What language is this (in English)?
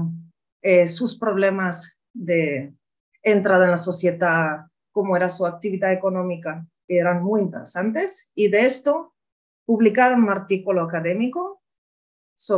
Ladino